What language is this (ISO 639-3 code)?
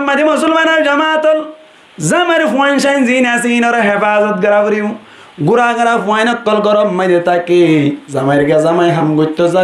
rhg